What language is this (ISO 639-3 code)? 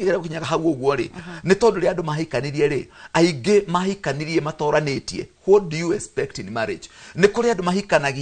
kik